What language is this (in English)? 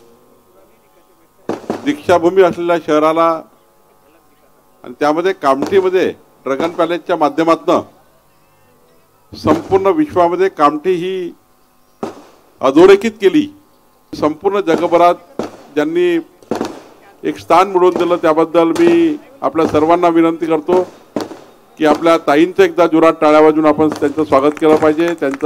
Marathi